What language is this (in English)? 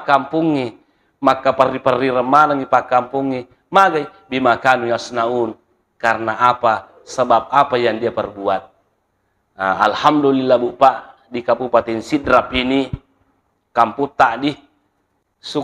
Buginese